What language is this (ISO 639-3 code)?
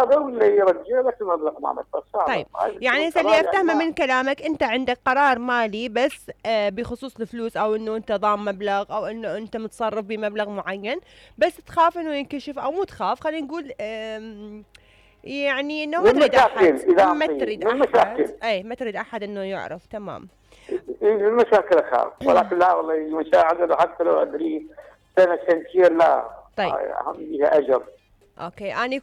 acm